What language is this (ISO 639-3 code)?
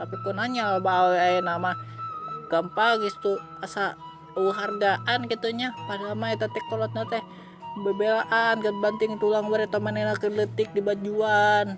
sun